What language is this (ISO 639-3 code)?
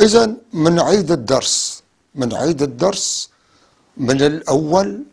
apc